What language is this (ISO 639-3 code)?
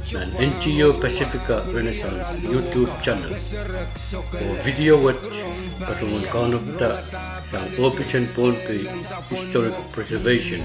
pon